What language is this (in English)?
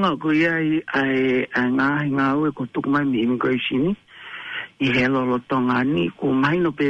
Tongan